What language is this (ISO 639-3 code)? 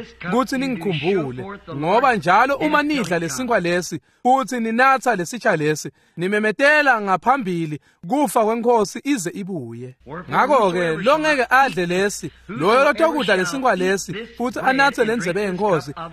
ssw